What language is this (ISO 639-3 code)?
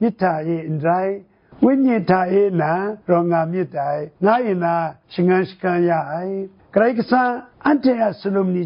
kac